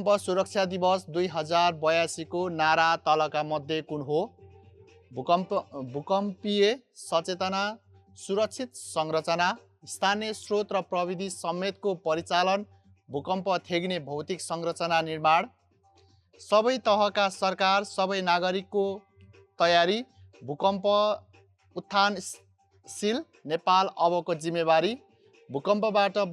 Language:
Nepali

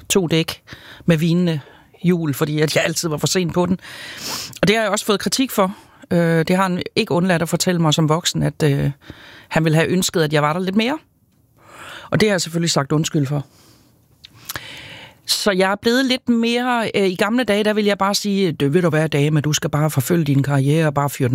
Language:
Danish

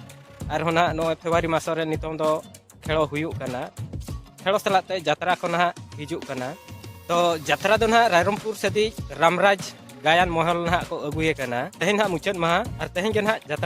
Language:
Santali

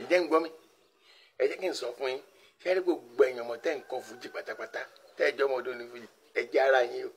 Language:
Yoruba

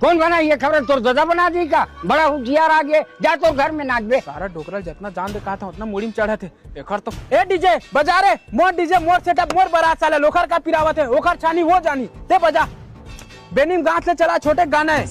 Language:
Chhattisgarhi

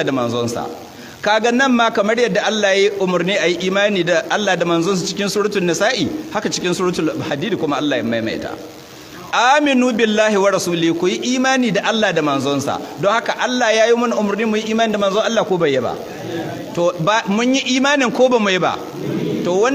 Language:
Hausa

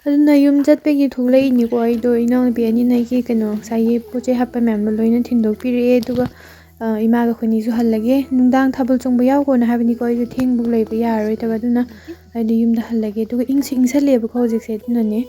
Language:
Manipuri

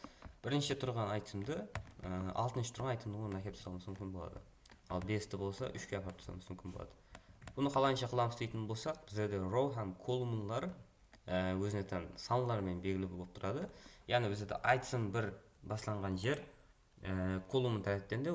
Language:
Kara-Kalpak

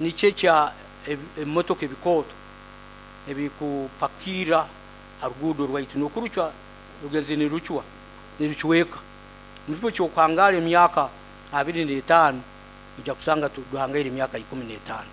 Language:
Nyoro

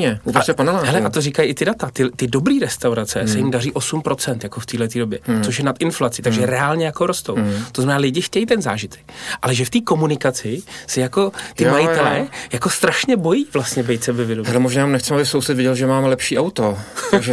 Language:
Czech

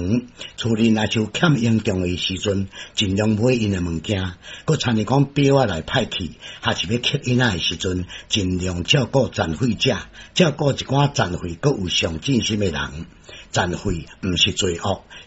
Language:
Min Nan Chinese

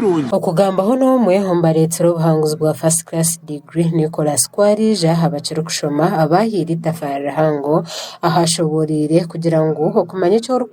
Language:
Nyankole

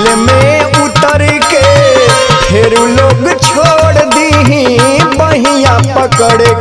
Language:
Bhojpuri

